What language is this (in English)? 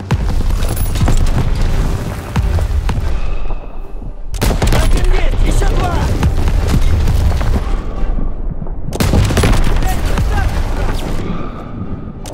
Russian